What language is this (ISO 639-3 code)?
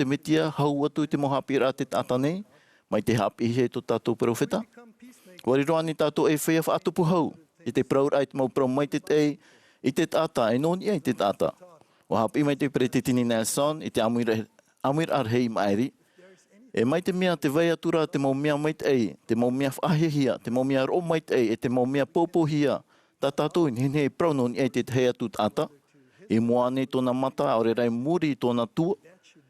tah